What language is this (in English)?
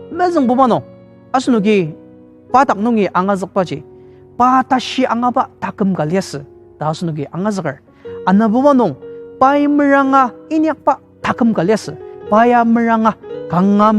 Ao Naga